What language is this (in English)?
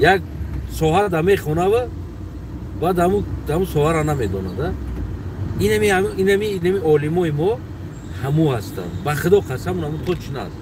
Tajik